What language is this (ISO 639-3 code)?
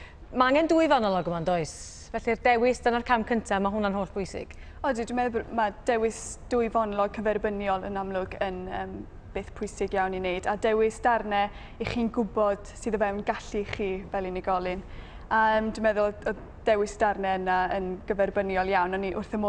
cym